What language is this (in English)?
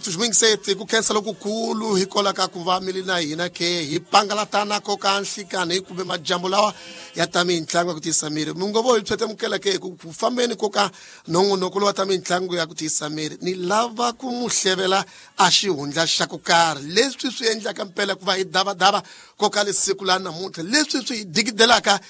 Tsonga